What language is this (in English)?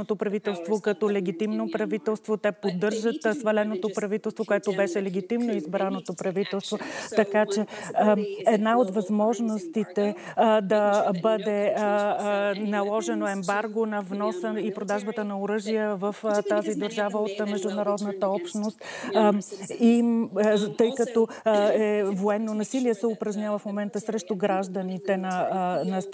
Bulgarian